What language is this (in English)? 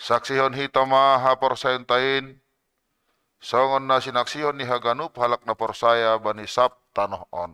Batak Simalungun